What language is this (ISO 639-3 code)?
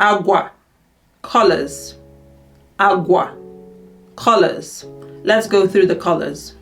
ibo